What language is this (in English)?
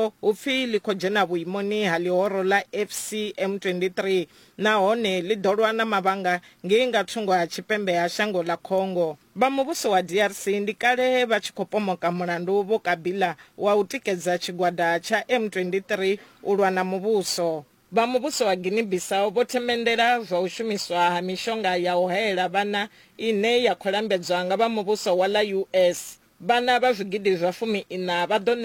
Venda